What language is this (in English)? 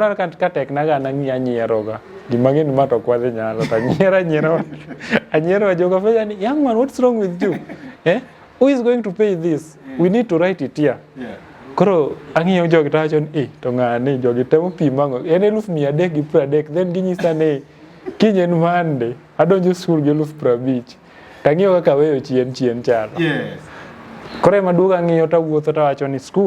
Luo (Kenya and Tanzania)